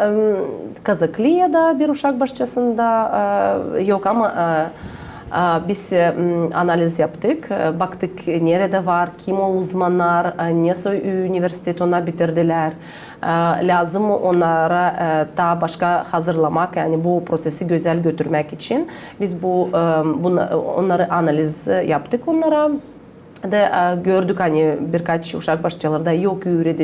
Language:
Gagauz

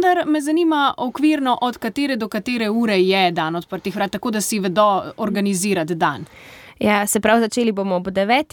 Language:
Slovenian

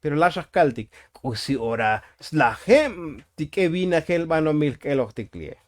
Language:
Tzotzil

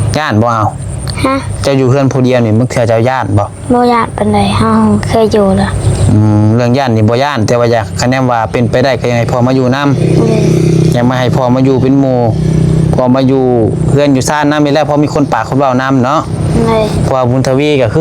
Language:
Northeastern Thai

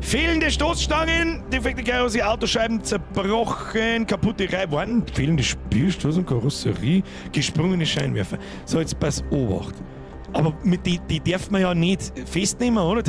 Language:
Bavarian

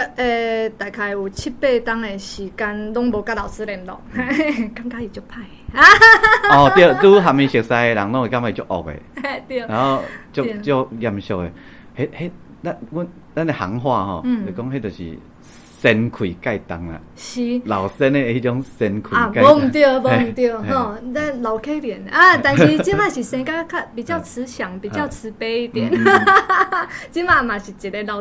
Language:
Min Nan Chinese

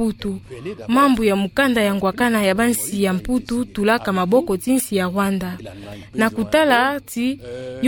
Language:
Kituba (Democratic Republic of Congo)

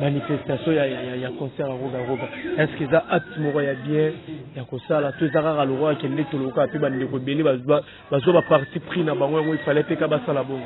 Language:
Lingala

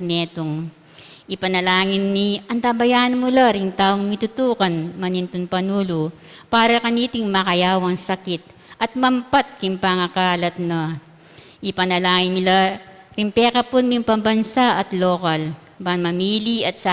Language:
Pampanga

